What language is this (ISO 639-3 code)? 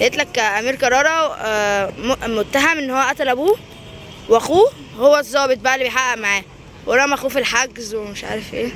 arz